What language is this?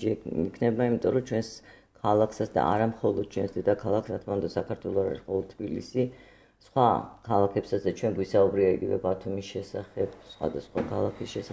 Georgian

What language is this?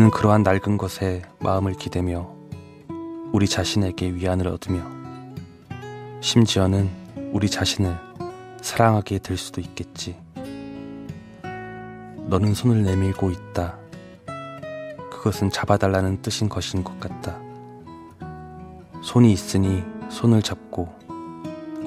Korean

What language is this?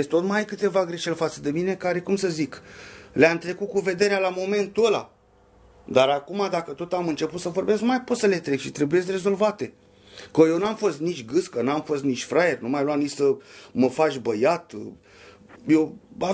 Romanian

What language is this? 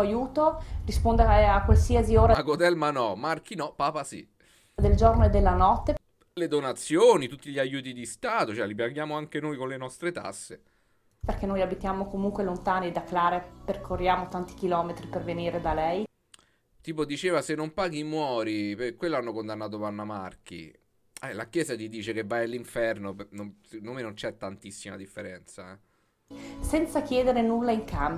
Italian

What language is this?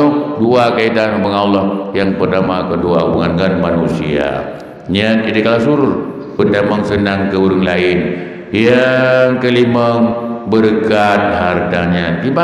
Achinese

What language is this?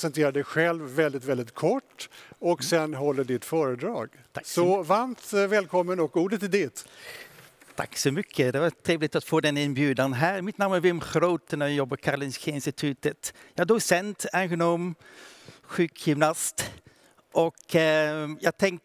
Swedish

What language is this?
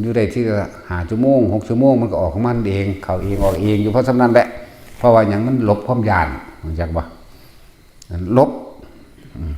Northeastern Thai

